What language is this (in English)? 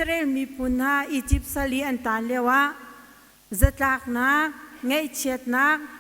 Hakha Chin